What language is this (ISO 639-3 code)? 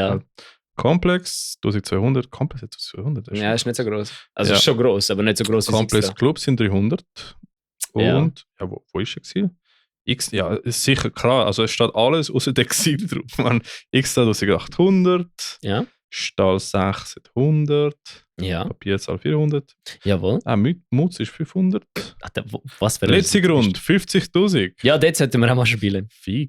gsw